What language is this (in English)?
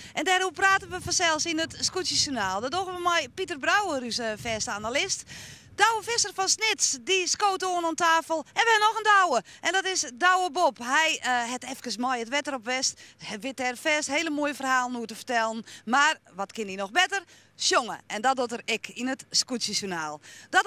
Western Frisian